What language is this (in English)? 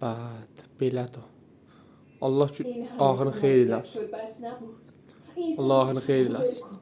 South Azerbaijani